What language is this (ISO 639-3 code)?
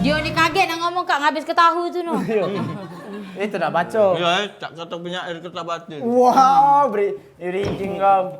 mui